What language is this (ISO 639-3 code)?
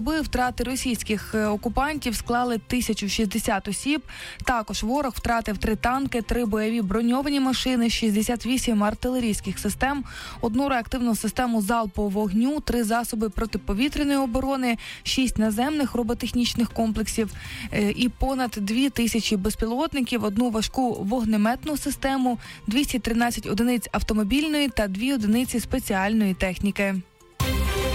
ukr